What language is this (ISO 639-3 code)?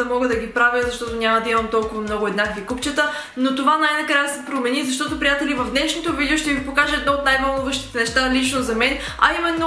bul